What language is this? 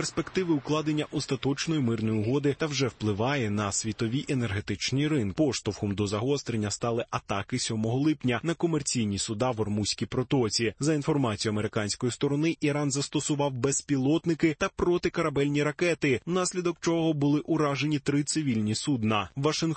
Ukrainian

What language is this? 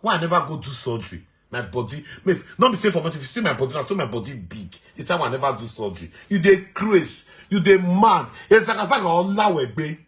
Nigerian Pidgin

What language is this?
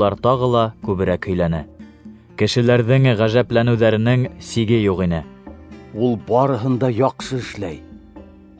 Bashkir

